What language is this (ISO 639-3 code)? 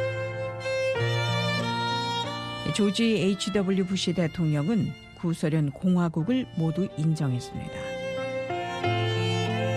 kor